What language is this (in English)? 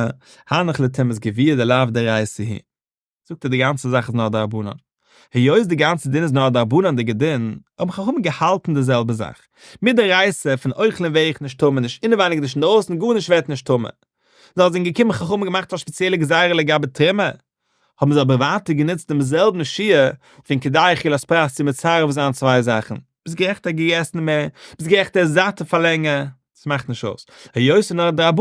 Yiddish